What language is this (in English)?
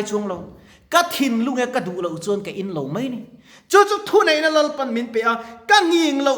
Mizo